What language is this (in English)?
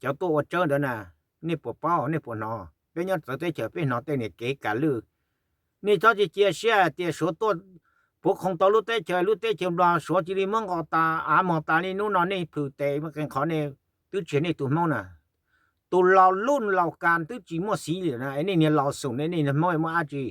Hmong